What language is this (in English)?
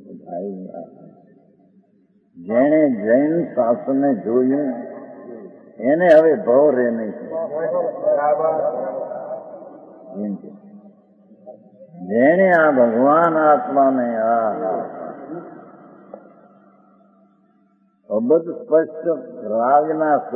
Gujarati